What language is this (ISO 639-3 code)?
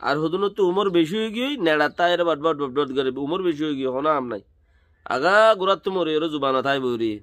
rhg